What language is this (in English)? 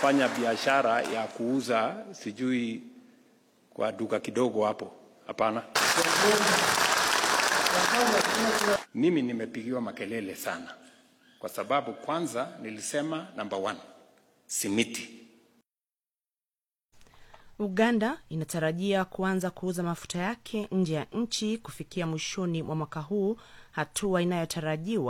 Swahili